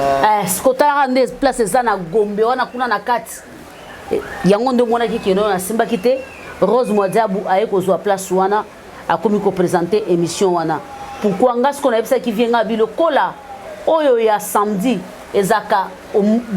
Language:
Lingala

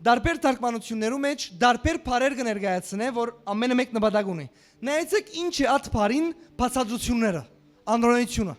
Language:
Western Armenian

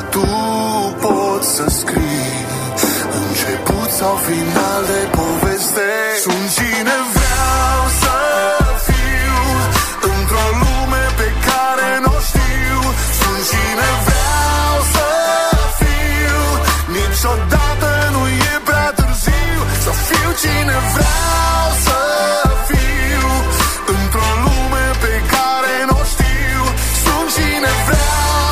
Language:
Romanian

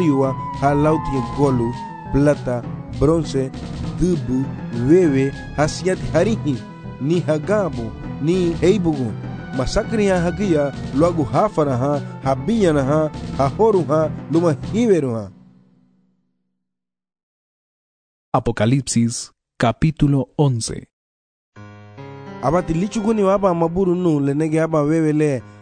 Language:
Garifuna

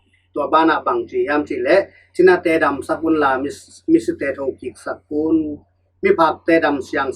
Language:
Tedim Chin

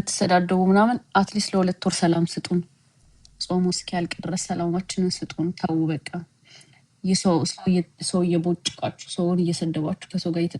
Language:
Amharic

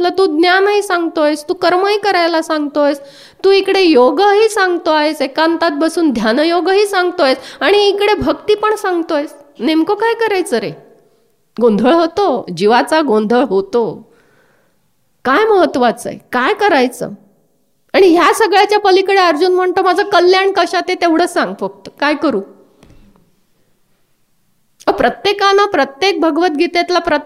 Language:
Marathi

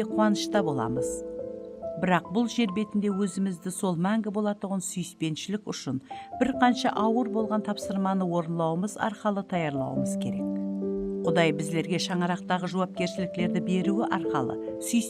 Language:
Kara-Kalpak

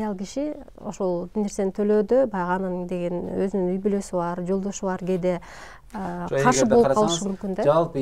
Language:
Kyrgyz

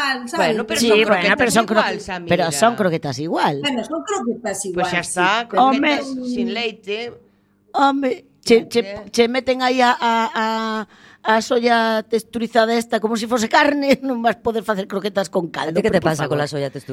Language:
Galician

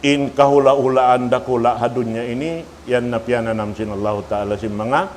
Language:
Tausug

